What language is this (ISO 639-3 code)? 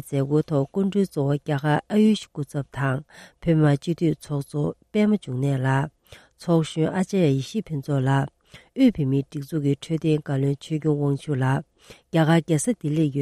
bod